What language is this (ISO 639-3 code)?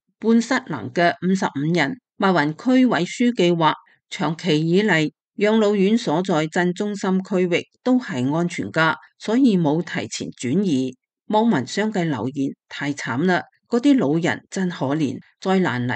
yue